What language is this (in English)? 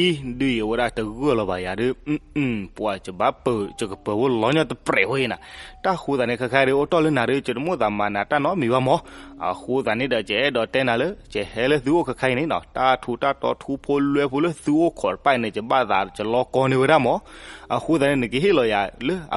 S'gaw Karen